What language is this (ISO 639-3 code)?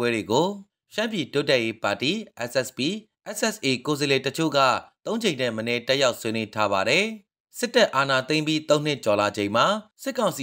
mya